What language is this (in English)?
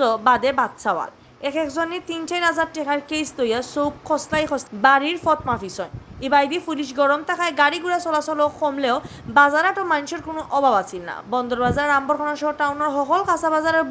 Sylheti